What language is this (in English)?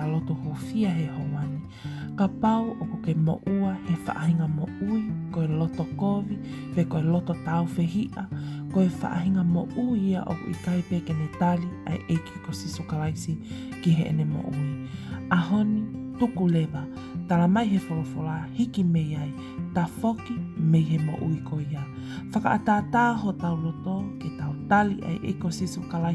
Tongan